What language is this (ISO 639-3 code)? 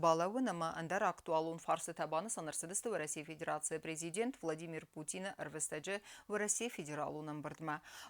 oss